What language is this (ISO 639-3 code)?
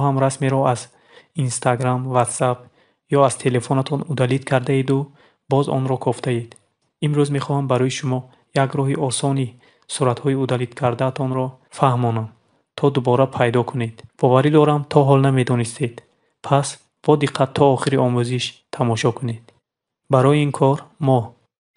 tgk